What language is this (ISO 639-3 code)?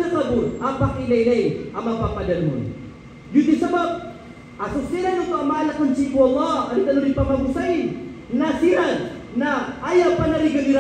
mrw